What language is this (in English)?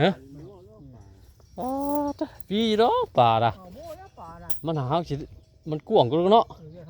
Northeastern Thai